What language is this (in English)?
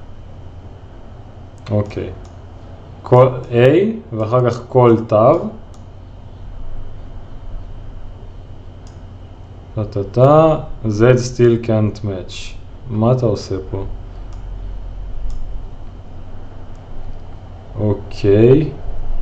Hebrew